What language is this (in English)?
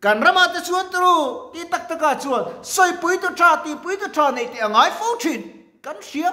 Mizo